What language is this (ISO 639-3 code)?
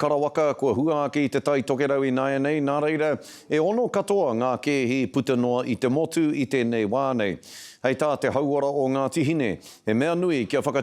mri